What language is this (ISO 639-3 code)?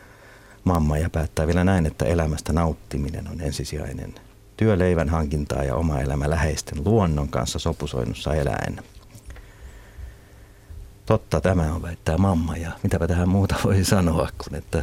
fin